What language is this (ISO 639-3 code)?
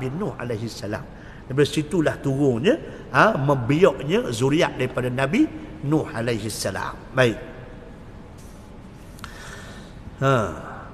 msa